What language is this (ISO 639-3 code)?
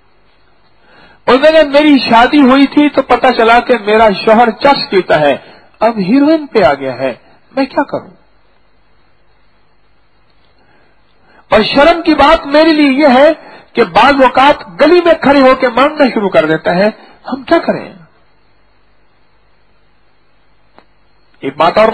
urd